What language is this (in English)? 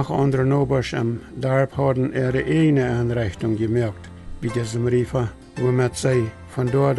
Plautdietsch